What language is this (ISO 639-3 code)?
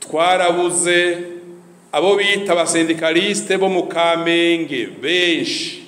run